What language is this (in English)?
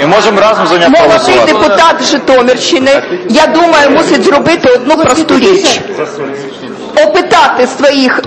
Ukrainian